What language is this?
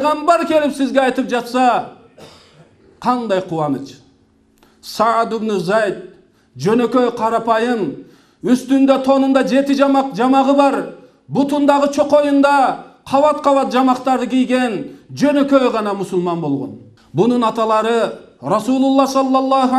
Kyrgyz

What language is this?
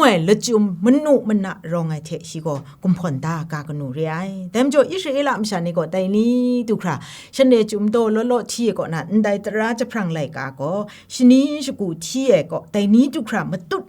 Kachin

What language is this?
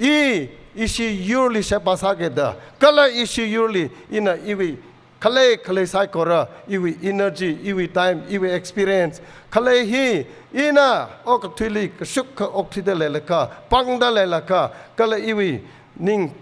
Tangkhul Naga (India)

